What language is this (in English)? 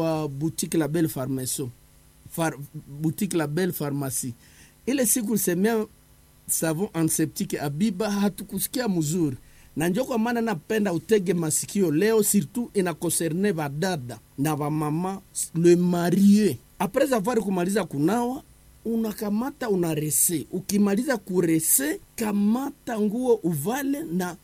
Swahili